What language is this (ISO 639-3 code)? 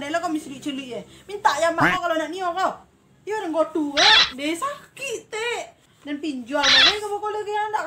min